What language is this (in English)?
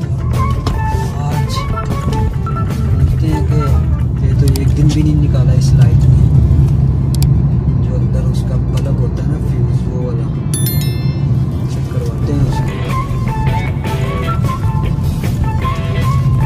Hindi